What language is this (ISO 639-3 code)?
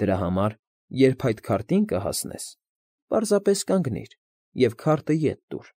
hye